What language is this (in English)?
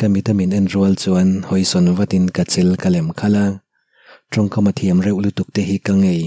Mizo